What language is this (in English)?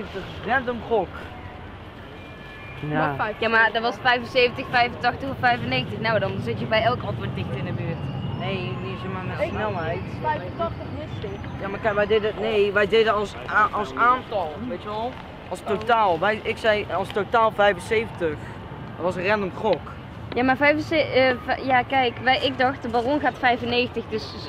Dutch